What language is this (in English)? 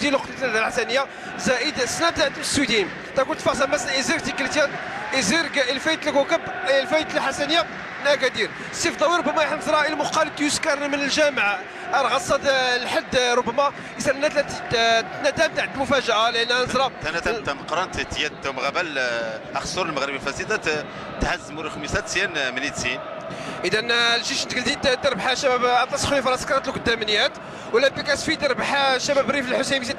Moroccan Arabic